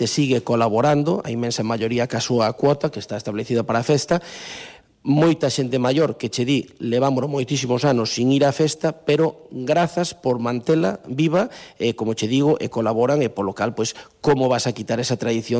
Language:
Galician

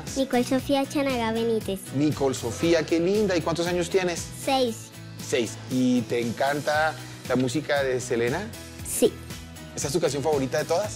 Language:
Spanish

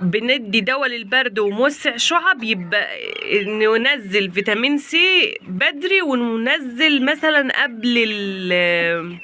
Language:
Egyptian Arabic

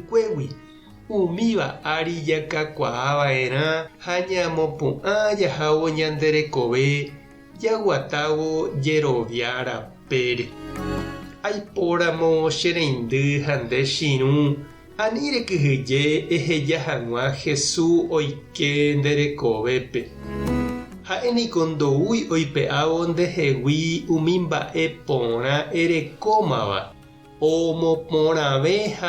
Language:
Guarani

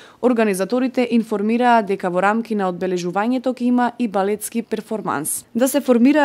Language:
Macedonian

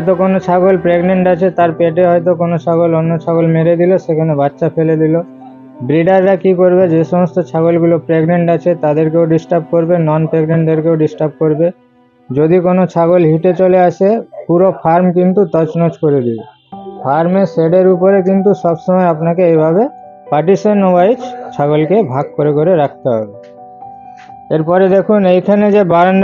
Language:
Bangla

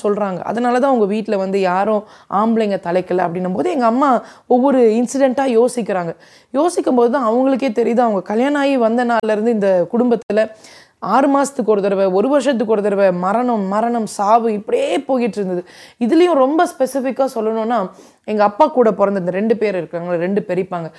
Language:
Tamil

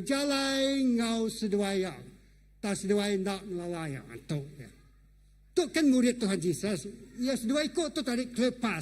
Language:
Iban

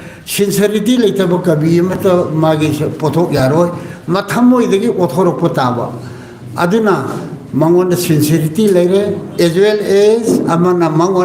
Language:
Manipuri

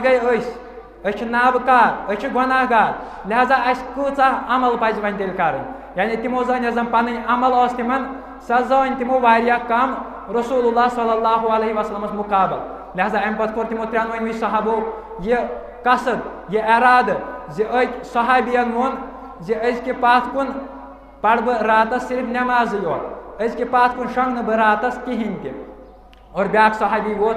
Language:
Kashmiri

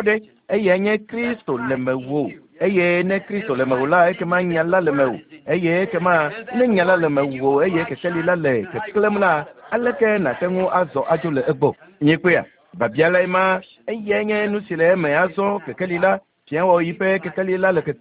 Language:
Ewe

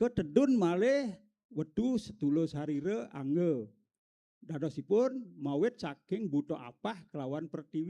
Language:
Balinese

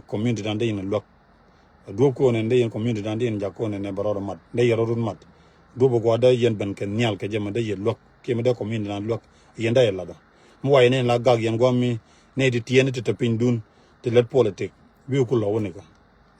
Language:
Nuer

